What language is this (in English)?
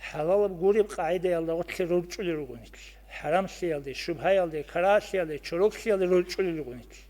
Avaric